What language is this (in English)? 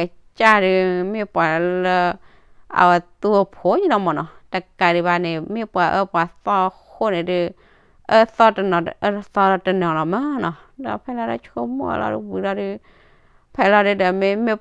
S'gaw Karen